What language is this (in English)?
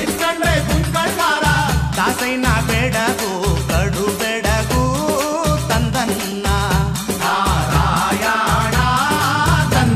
Kannada